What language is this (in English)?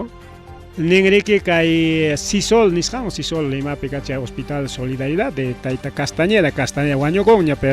Ayacucho Quechua